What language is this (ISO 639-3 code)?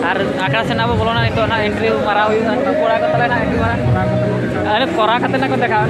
sat